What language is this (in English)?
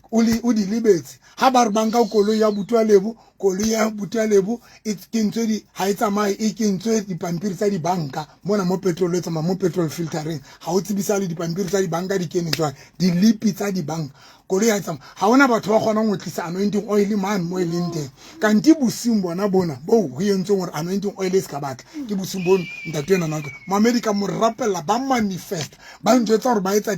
Southern Sotho